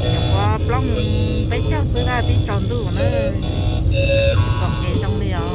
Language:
Hmong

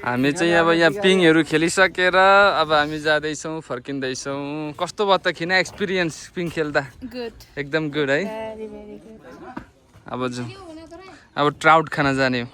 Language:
Nepali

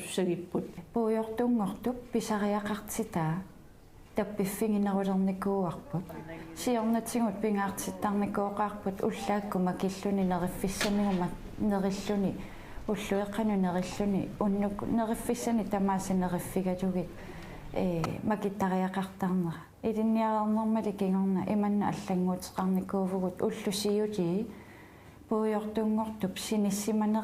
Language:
Kalaallisut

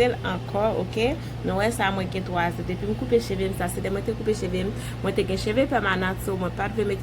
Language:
Haitian Creole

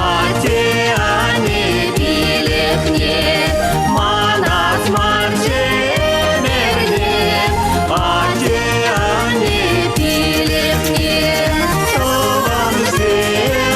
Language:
Chuvash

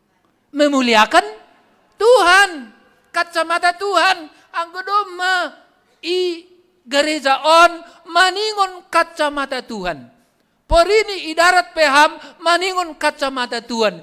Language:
Batak Simalungun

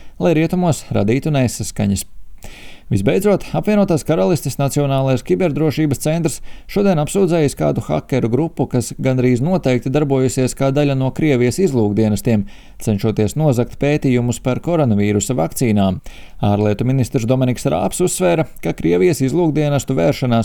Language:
Latvian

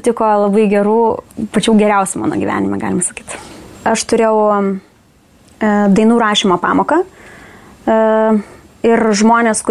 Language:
Lithuanian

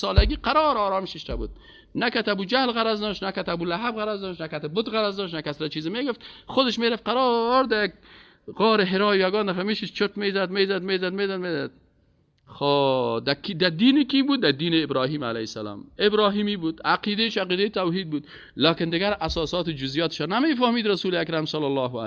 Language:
Persian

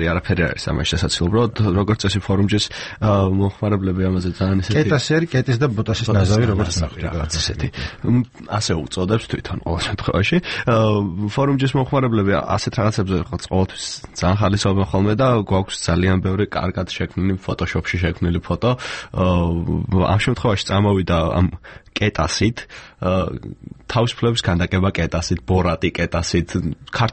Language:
Georgian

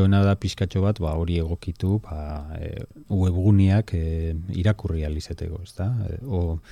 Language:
Basque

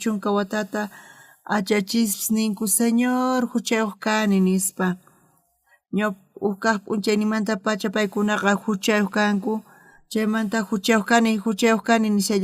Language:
South Bolivian Quechua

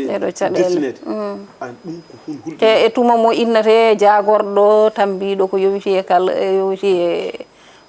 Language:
Fula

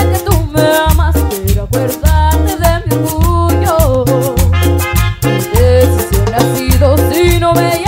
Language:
Spanish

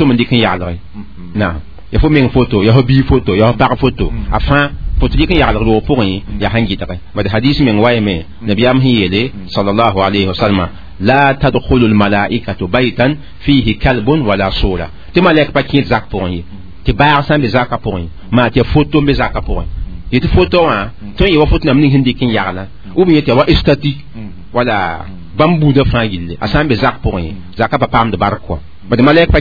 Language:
Mossi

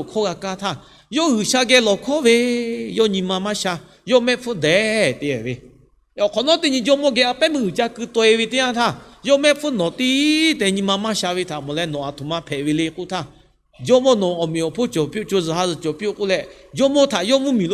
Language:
Lahu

